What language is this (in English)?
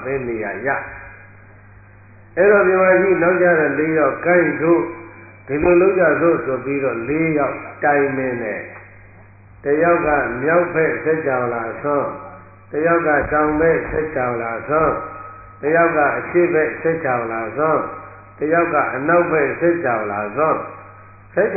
Burmese